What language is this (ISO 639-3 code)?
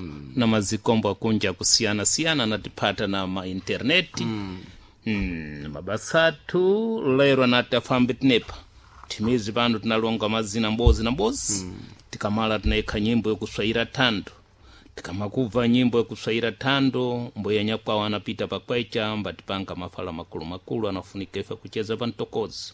seh